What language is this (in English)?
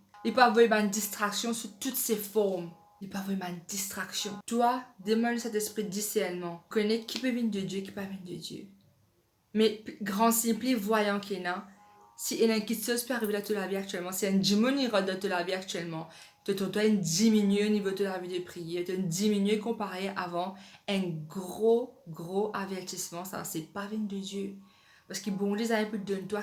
Morisyen